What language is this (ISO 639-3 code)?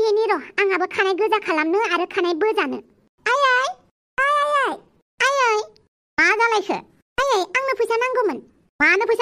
brx